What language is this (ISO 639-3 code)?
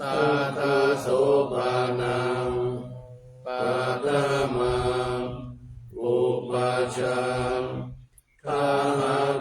pli